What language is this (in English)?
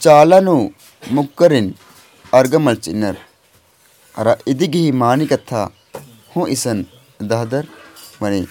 Kurukh